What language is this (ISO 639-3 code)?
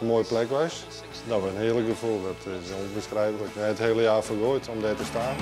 fry